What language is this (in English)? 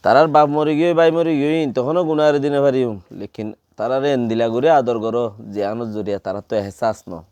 Rohingya